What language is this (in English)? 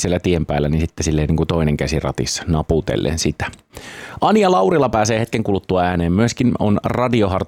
Finnish